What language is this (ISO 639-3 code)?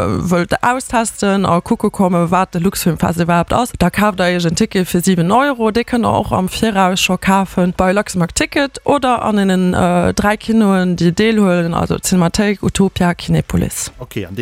ltz